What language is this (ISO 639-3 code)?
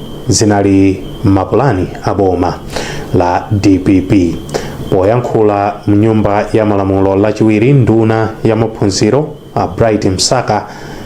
nya